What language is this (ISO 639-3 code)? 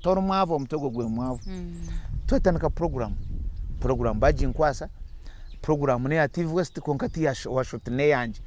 nyn